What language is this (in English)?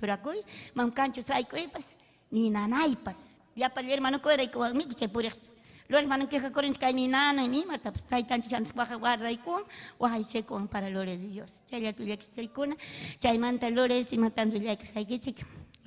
Ayacucho Quechua